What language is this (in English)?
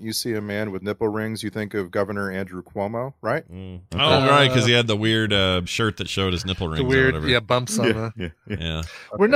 English